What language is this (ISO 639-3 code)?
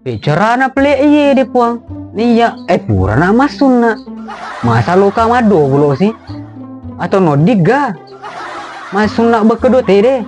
bug